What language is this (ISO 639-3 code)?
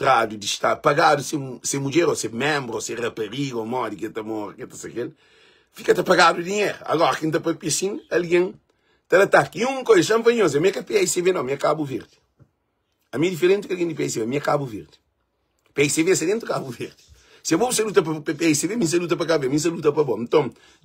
kea